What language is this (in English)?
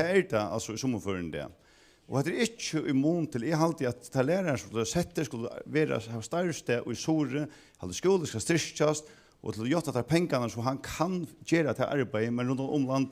Faroese